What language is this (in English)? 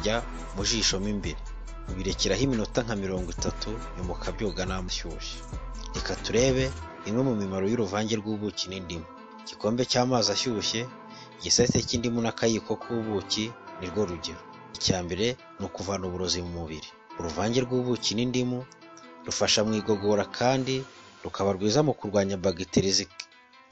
Kinyarwanda